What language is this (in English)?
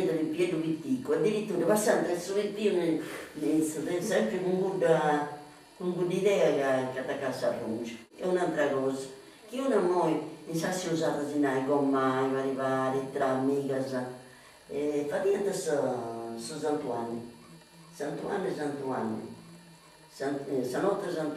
Sardinian